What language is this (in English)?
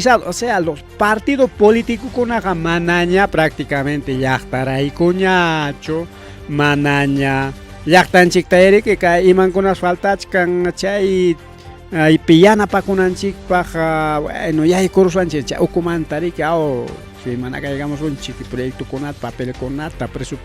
Ayacucho Quechua